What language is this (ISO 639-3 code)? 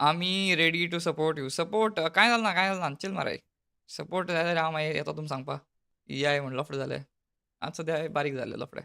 kok